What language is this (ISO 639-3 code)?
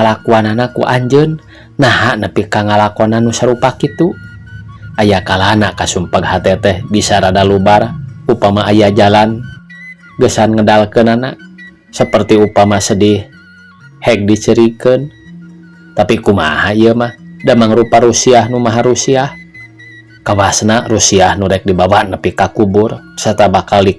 sun